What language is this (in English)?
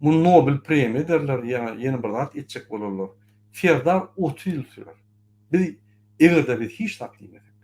Turkmen